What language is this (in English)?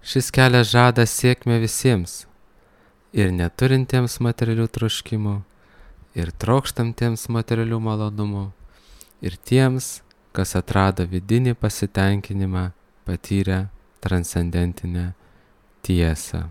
Lithuanian